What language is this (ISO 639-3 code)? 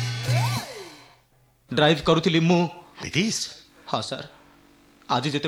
ori